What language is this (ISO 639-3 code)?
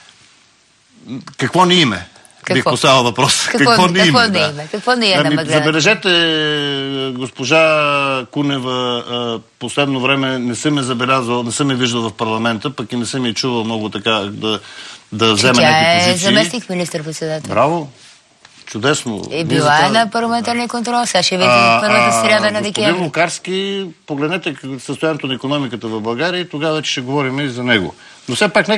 bul